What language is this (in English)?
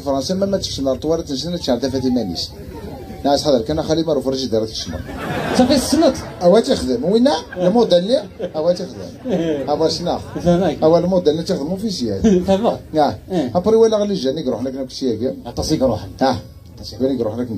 Kabyle